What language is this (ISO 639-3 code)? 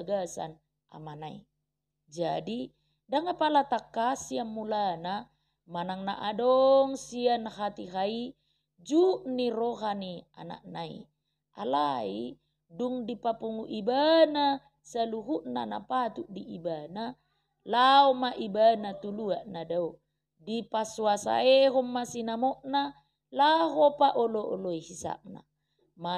bbc